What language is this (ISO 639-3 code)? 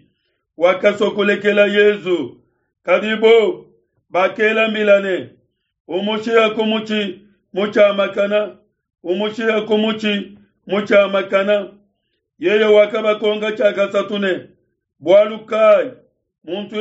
lua